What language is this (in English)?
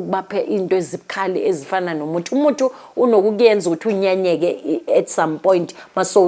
Zulu